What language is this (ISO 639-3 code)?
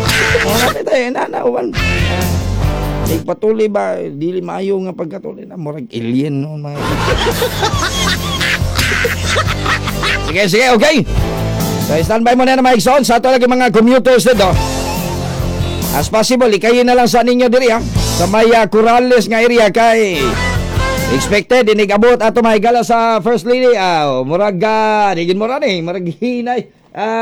ceb